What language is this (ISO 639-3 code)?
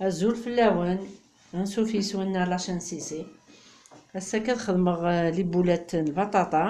kab